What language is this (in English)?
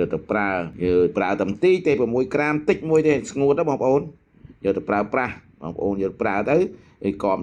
Khmer